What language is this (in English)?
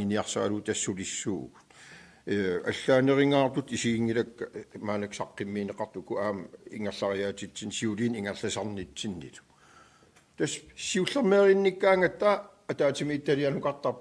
Kalaallisut